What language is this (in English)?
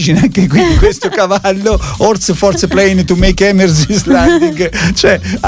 Italian